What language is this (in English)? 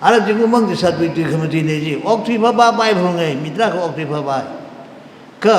Tangkhul Naga (India)